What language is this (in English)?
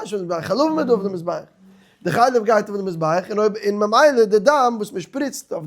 Yiddish